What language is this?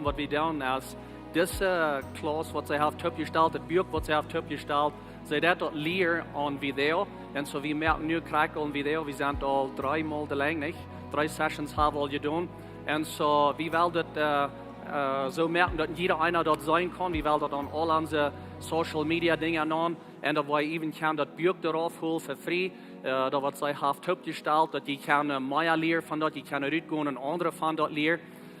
Plautdietsch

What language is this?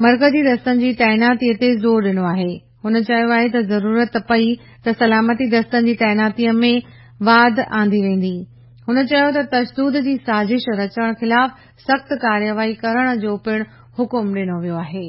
Sindhi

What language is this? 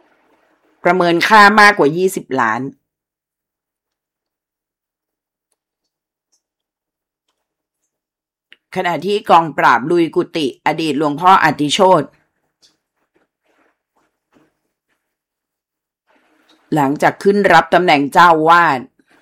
Thai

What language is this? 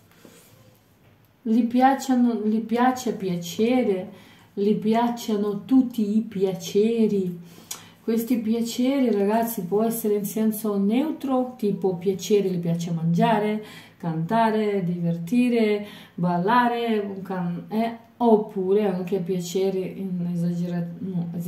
Italian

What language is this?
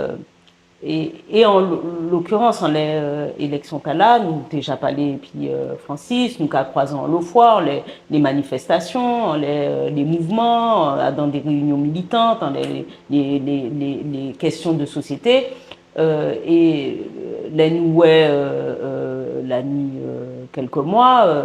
Guadeloupean Creole French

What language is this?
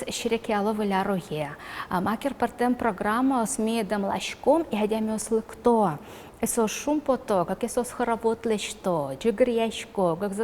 Udmurt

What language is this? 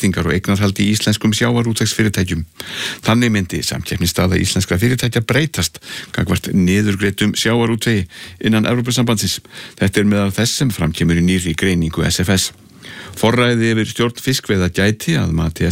Icelandic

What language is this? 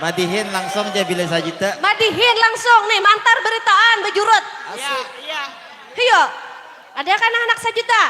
Banjar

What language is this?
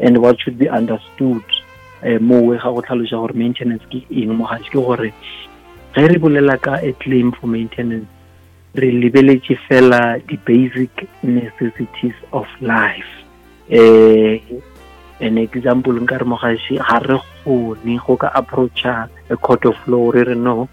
Northern Sotho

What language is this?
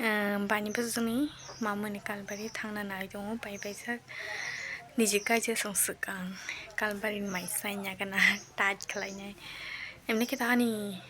Kok Borok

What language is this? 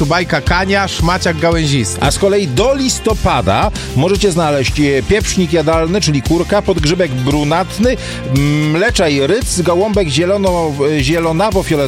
Polish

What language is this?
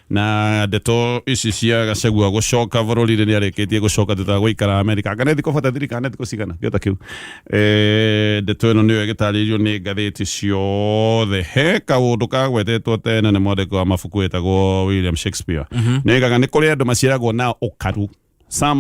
Kikuyu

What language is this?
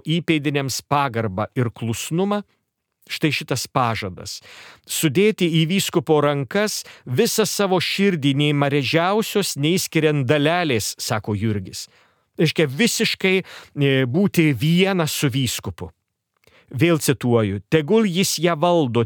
Lithuanian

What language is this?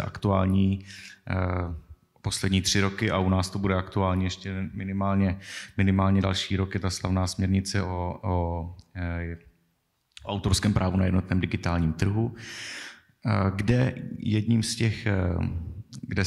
Czech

